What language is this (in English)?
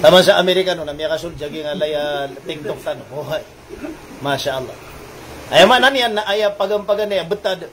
Maranao